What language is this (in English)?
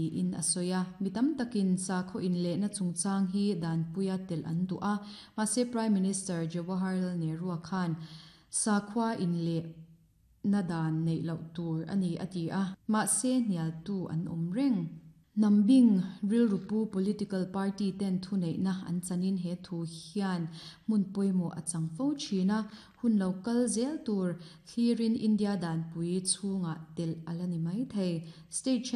Mizo